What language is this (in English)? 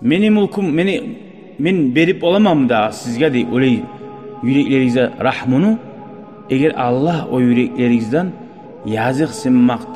Kumyk